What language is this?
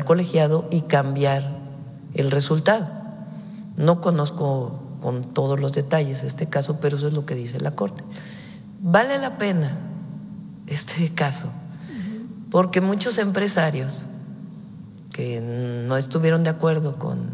Spanish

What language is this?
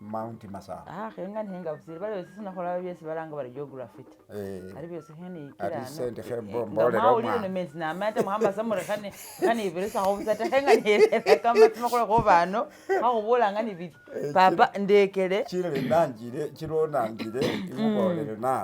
Masaaba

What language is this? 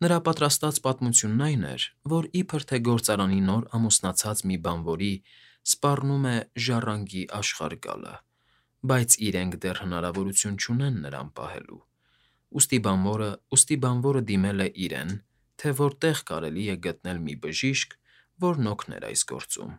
Armenian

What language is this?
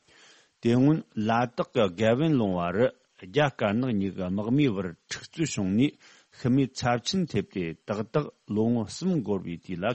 Tibetan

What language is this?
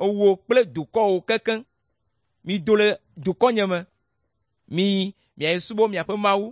Ewe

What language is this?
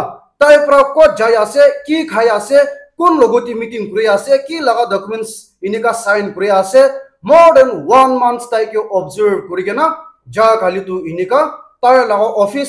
Naga Pidgin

